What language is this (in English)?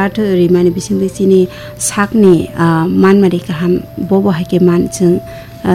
Kok Borok